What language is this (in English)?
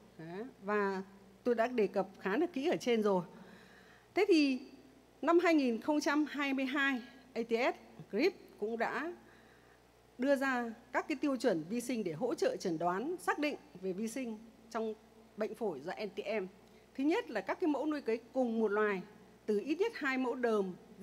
Vietnamese